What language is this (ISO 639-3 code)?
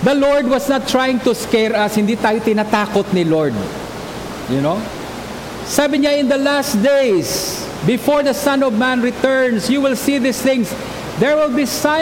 fil